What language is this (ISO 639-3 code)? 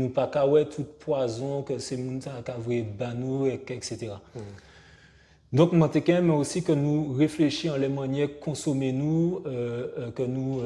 gcf